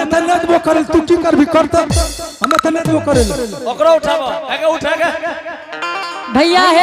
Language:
Angika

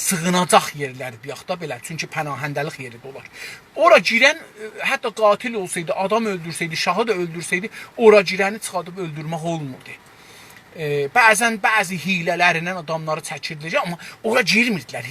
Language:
South Azerbaijani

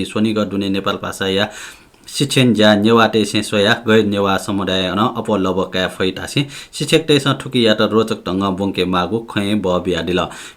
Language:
Newari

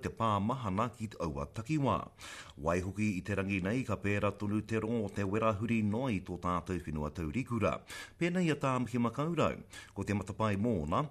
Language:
Māori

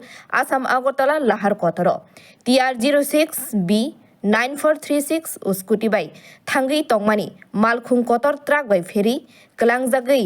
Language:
Kok Borok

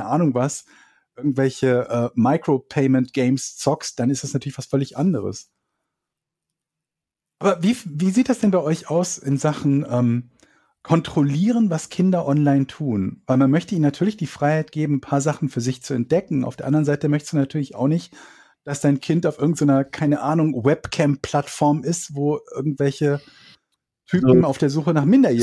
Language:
German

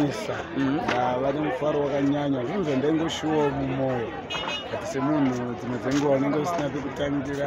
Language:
Shona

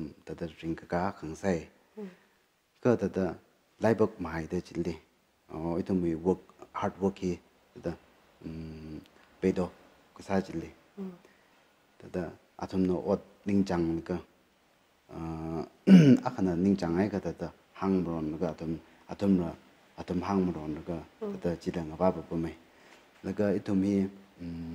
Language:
Tangkhul Naga (India)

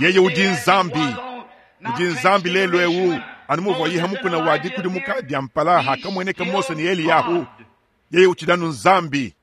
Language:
Luba-Lulua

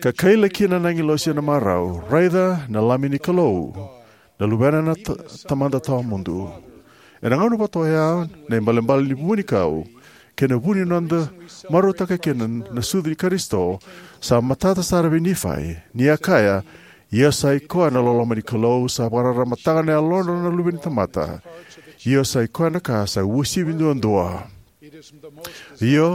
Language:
Fijian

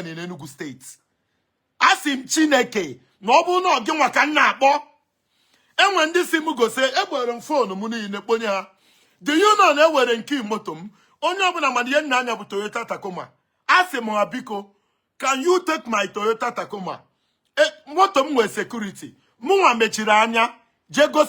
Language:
Igbo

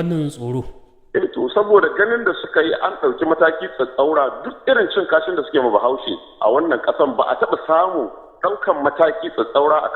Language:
Hausa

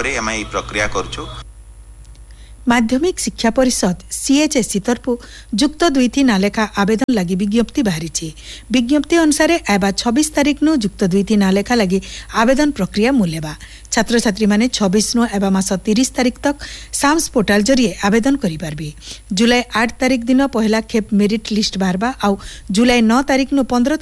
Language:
Odia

